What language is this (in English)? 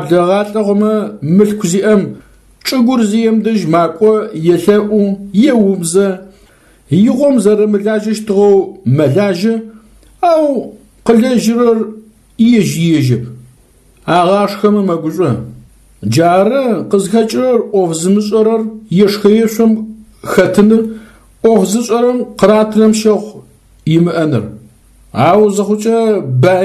Adyghe